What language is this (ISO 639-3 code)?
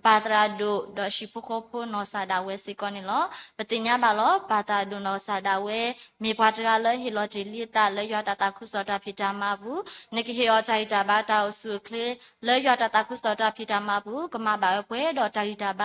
ksw